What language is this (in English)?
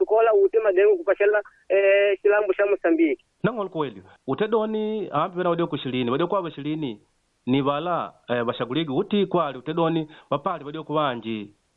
Makonde